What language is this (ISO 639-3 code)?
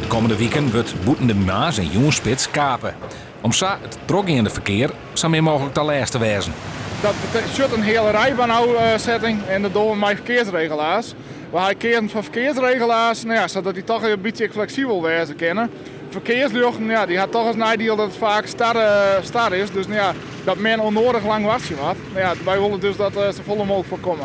fry